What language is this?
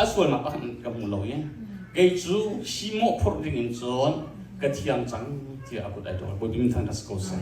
Hakha Chin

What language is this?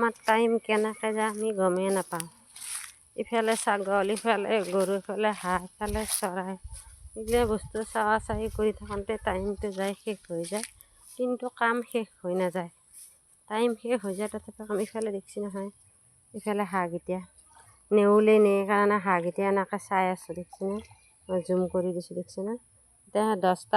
Assamese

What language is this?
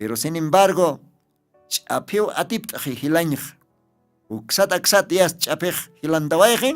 Aymara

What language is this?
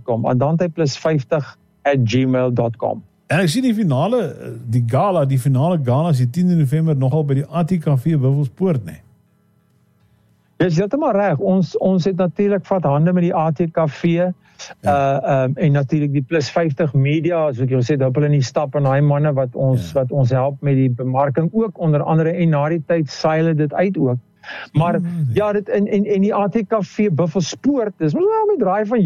Afrikaans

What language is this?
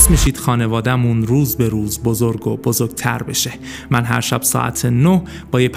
Persian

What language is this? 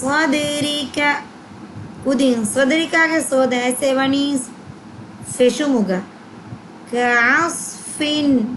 Divehi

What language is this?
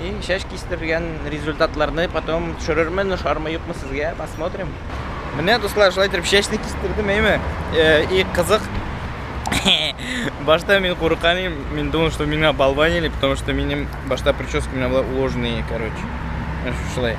Tatar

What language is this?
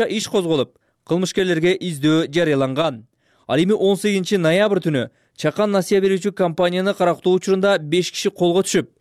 Kyrgyz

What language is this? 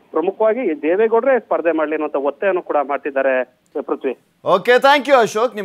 Kannada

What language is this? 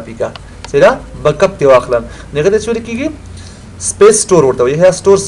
Pashto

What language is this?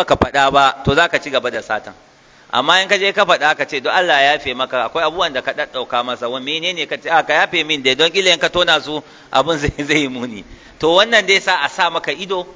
Hausa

